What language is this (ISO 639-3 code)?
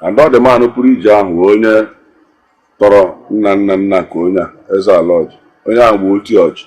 ibo